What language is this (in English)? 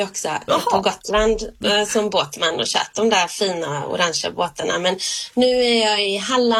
Swedish